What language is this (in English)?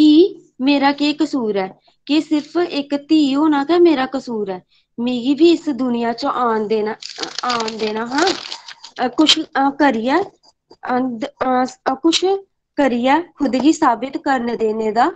Dogri